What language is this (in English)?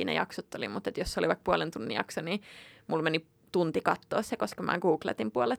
Finnish